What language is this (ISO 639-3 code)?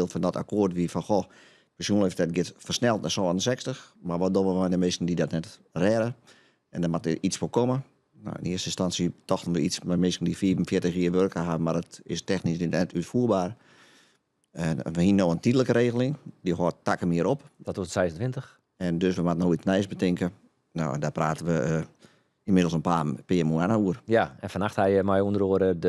fry